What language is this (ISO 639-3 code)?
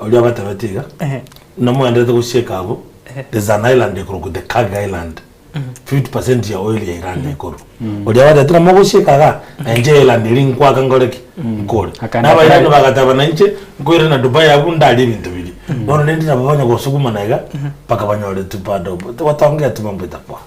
guz